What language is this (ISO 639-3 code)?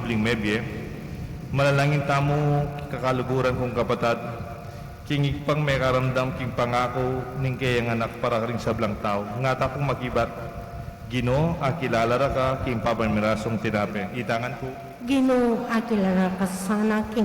pam